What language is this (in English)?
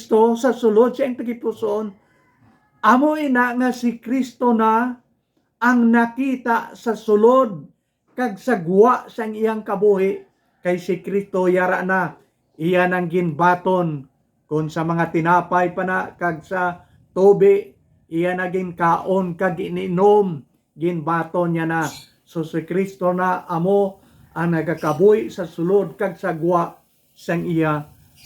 Hiligaynon